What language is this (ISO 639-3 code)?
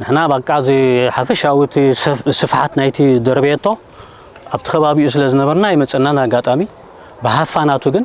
tir